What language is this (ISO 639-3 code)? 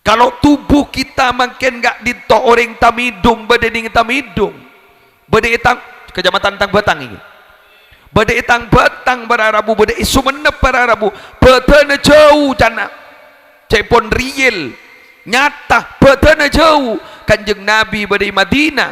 mad